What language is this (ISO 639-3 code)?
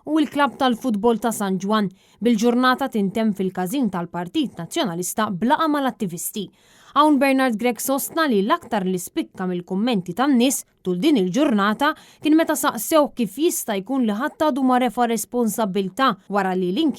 mlt